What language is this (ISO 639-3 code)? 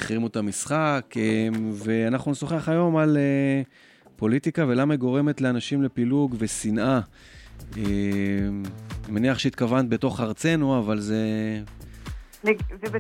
heb